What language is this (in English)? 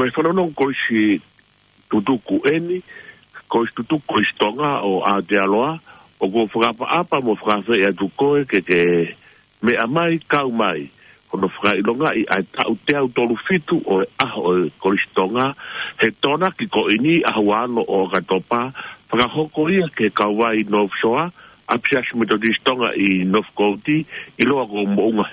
Tongan